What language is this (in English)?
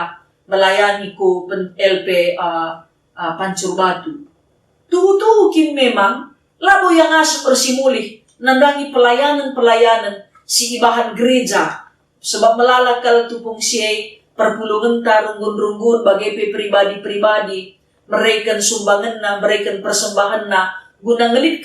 Batak Karo